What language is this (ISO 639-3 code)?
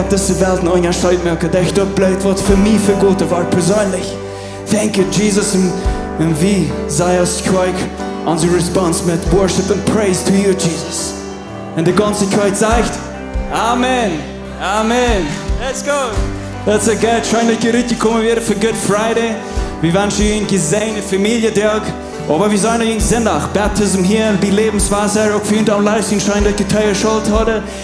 pdt